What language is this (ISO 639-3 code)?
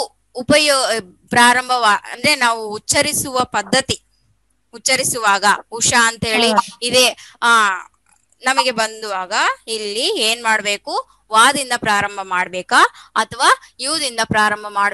kan